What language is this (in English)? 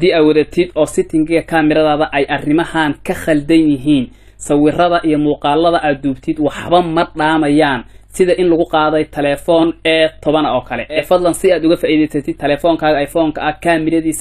Somali